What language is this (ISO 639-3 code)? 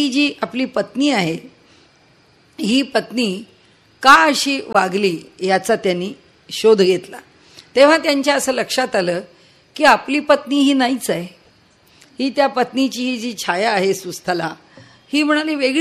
mar